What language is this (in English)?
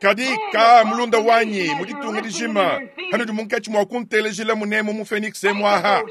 Luba-Lulua